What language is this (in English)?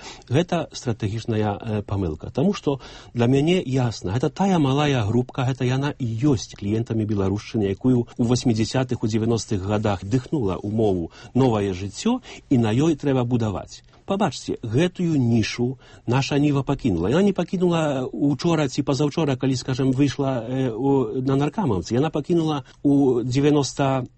Belarusian